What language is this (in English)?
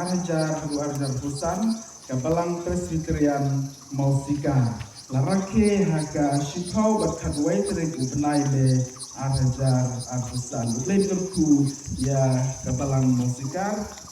Khasi